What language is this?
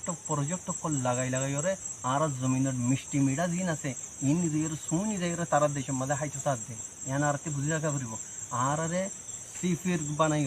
Rohingya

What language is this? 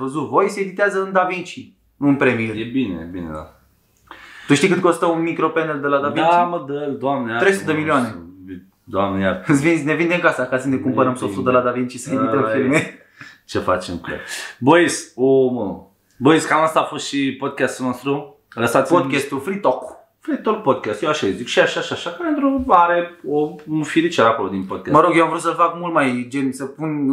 Romanian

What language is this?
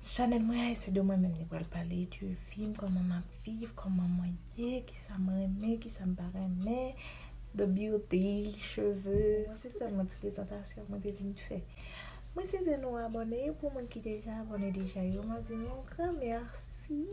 Haitian Creole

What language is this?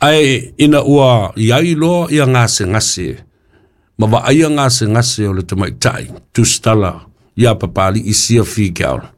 Samoan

